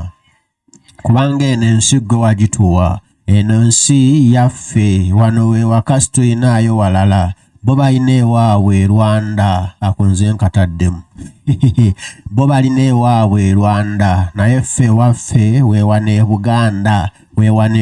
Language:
Ganda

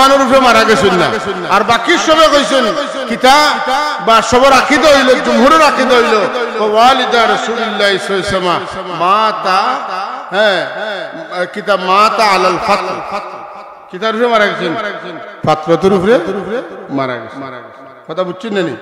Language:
Sylheti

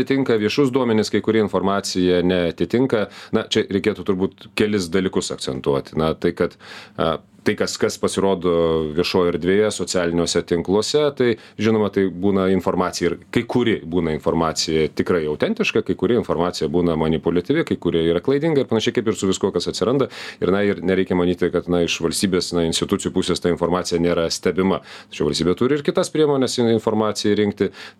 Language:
Lithuanian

